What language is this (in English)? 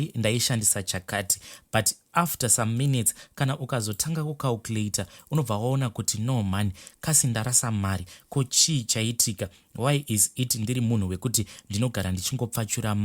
Shona